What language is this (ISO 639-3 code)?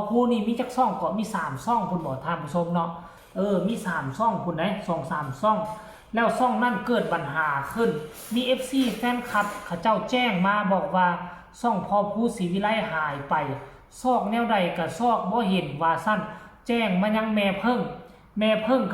tts